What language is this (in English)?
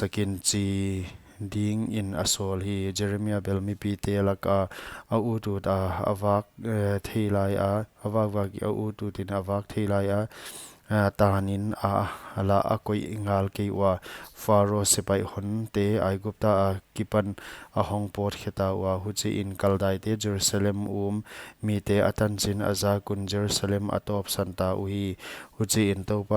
Paite Chin